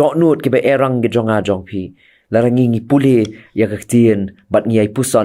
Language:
Khasi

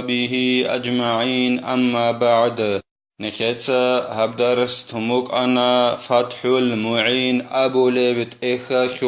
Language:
Avaric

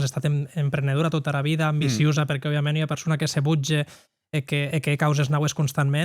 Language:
Occitan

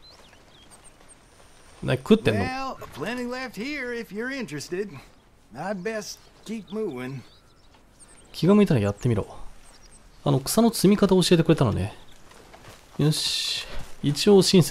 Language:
Japanese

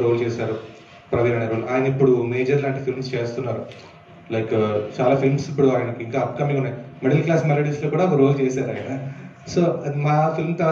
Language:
Telugu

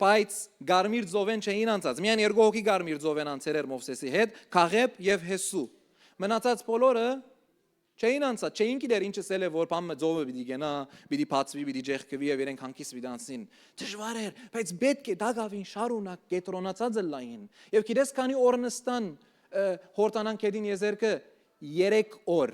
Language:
Western Armenian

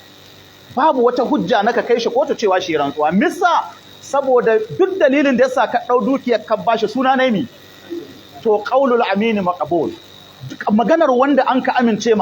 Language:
Hausa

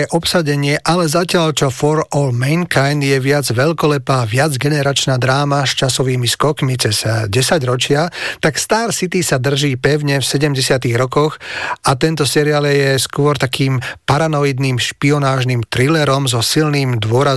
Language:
Slovak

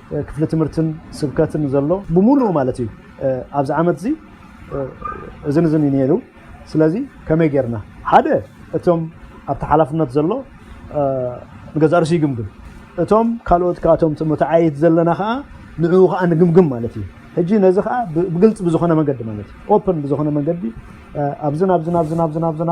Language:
Tigrinya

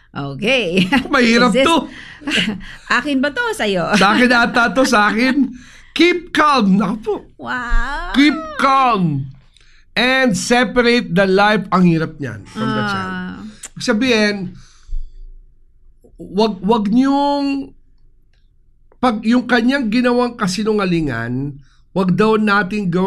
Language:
Filipino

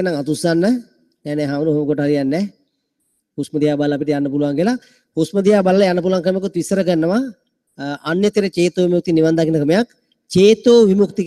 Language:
Sinhala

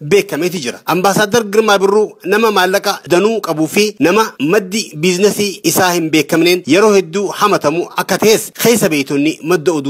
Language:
Oromo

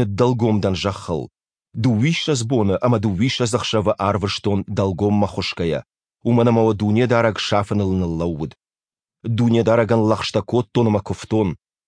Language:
Ossetic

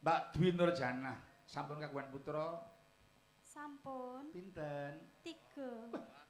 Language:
Javanese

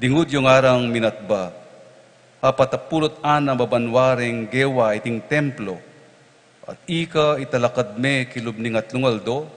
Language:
Pampanga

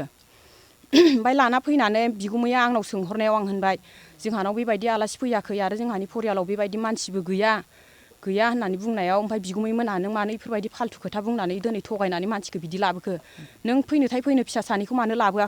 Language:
Bodo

